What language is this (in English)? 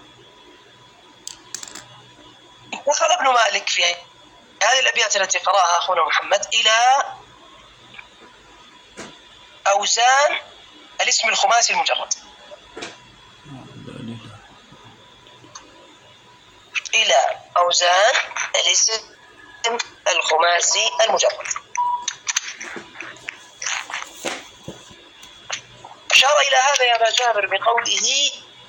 Arabic